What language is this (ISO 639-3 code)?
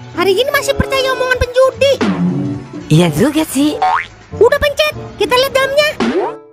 bew